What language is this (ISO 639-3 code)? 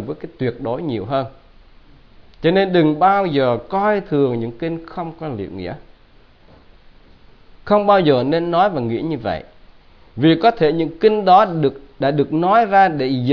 vie